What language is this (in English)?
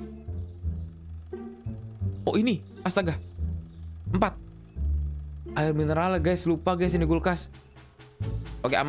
Indonesian